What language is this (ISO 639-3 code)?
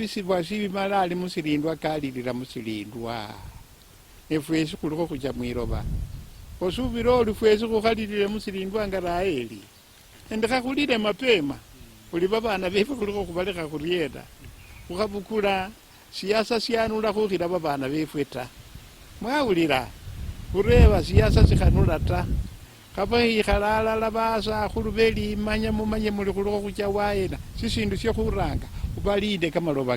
luy